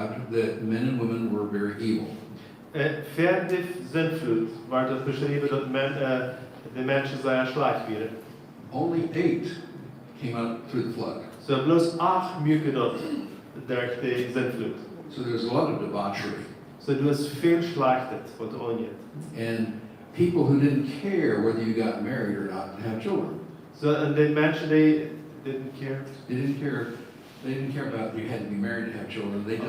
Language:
Plautdietsch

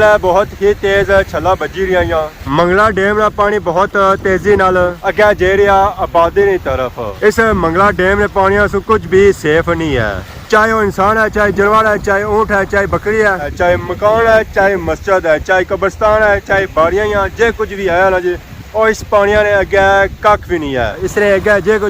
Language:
Pahari-Potwari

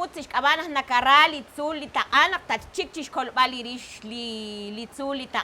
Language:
Kekchí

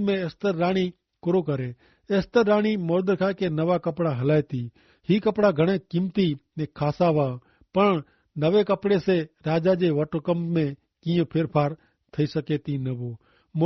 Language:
Kachhi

